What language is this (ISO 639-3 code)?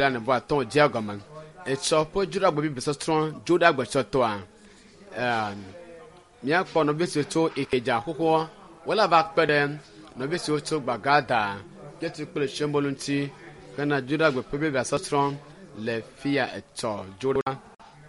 ewe